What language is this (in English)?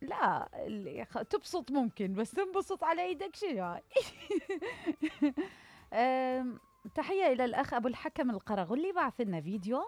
Mesopotamian Arabic